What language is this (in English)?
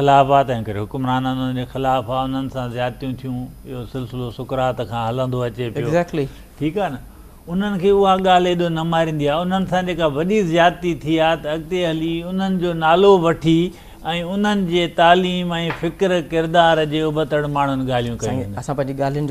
Sindhi